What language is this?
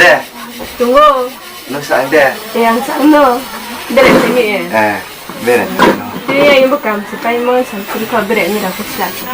Riang (India)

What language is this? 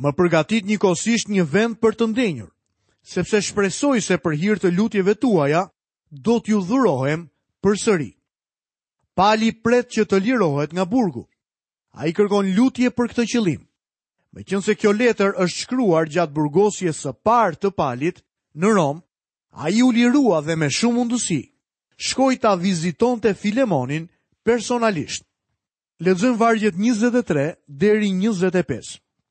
Albanian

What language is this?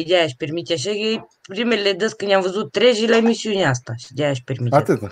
Romanian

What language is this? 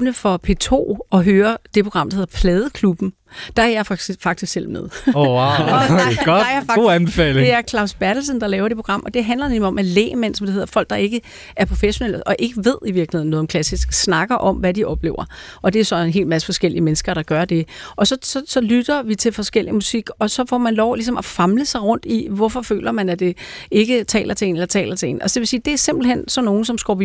Danish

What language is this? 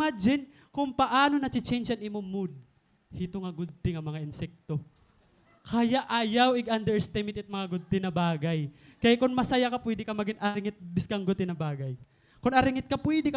Waray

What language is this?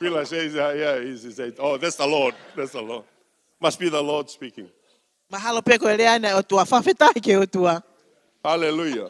Tongan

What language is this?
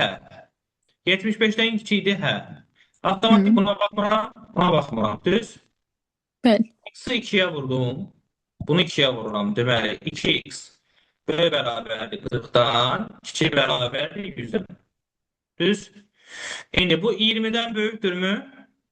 Azerbaijani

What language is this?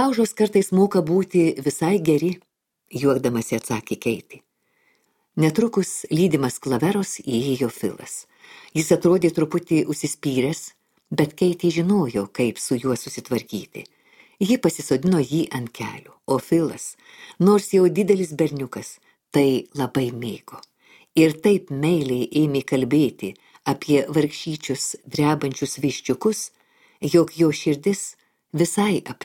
Lithuanian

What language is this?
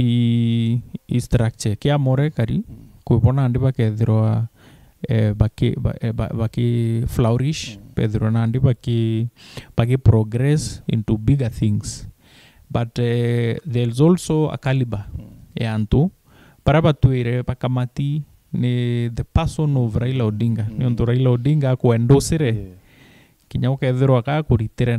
Meru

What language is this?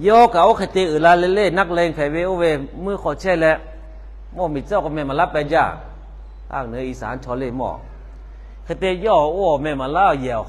Lahu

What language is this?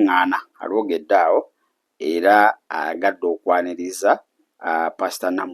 Ganda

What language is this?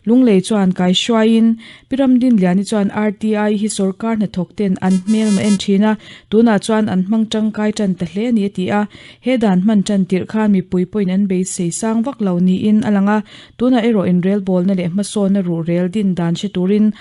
Mizo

